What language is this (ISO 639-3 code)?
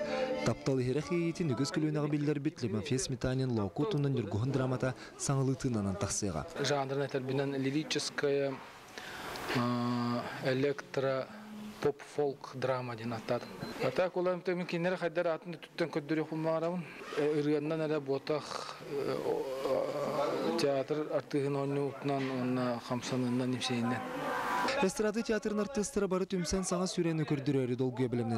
sah